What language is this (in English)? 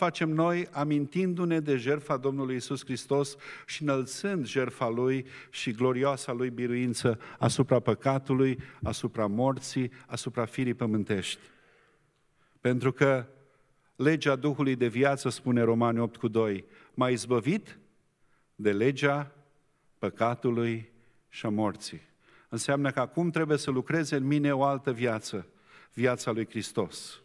Romanian